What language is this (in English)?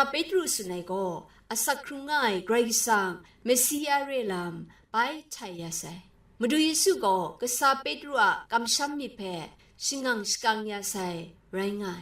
Kachin